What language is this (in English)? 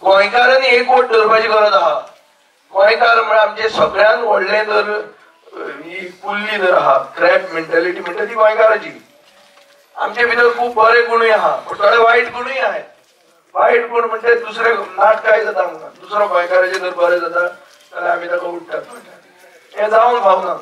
Konkani